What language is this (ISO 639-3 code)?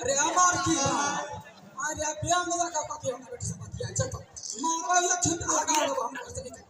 mai